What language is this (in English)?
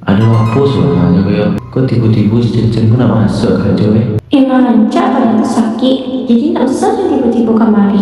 Minangkabau